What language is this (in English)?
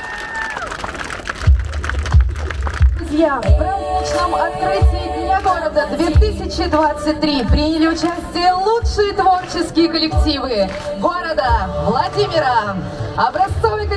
Russian